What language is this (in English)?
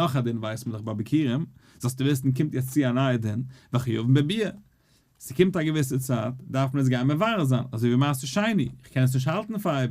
Yiddish